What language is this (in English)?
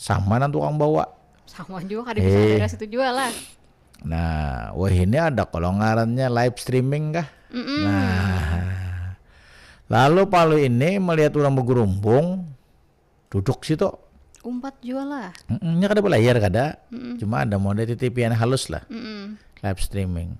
Banjar